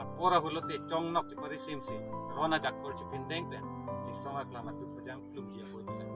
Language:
Karbi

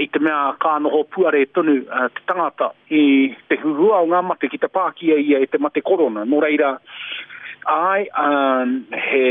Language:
Māori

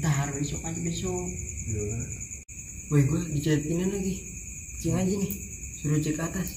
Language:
Betawi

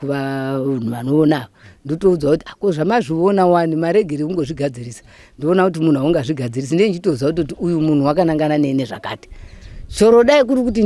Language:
Shona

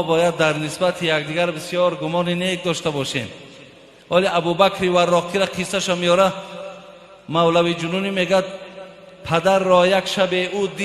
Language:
Tajik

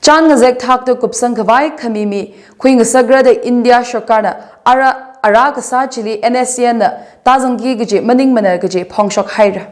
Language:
Tangkhul Naga (India)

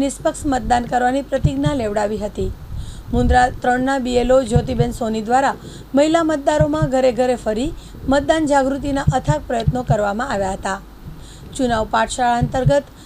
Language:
Gujarati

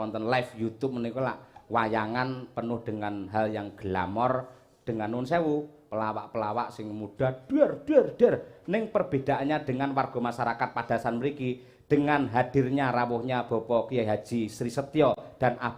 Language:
Javanese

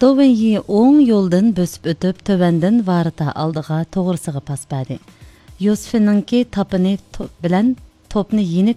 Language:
Uyghur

